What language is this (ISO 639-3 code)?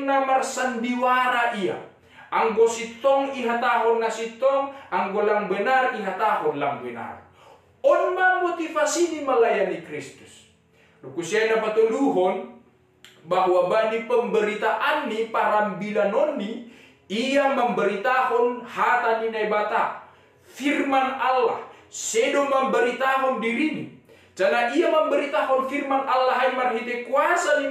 bts